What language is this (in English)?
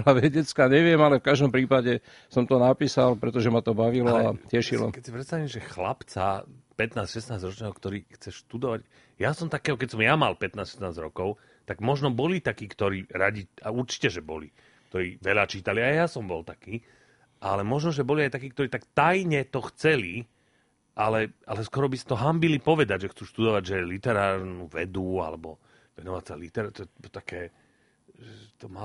Slovak